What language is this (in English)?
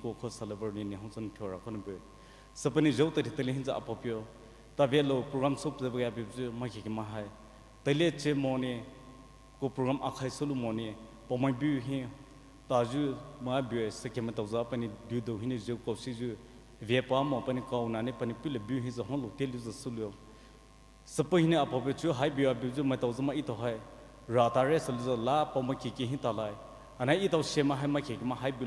Poumei Naga